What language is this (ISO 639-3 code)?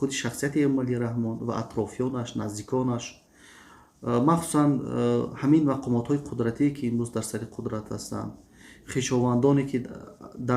tgk